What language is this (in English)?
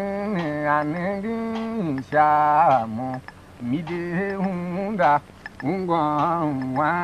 Tiv